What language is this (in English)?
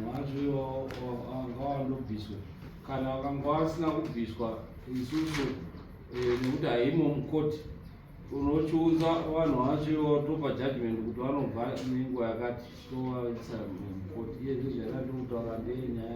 Shona